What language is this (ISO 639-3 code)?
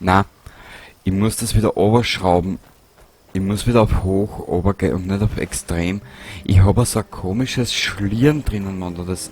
bar